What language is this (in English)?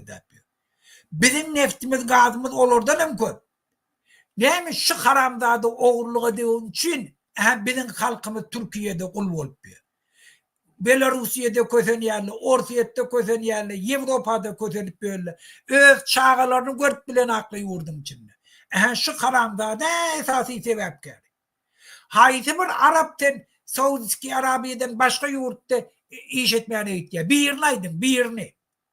Turkmen